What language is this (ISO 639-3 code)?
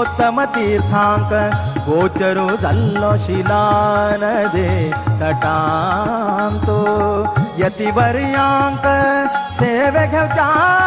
kok